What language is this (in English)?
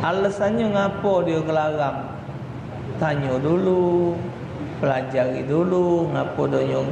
Musi